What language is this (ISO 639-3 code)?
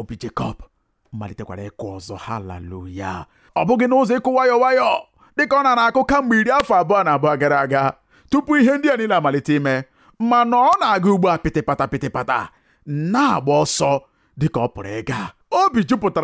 ibo